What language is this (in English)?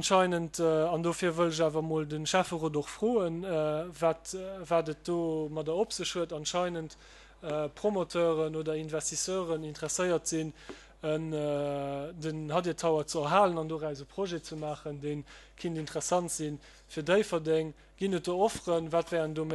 Luxembourgish